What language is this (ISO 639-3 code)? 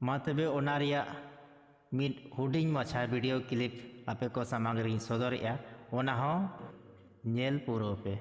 sat